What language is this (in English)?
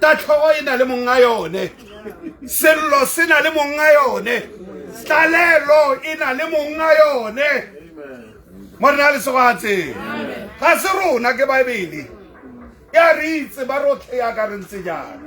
Tswana